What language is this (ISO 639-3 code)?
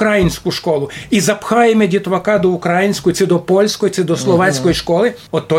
rue